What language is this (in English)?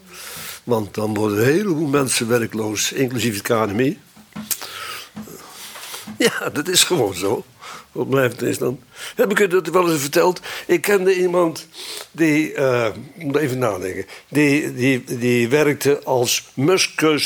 Dutch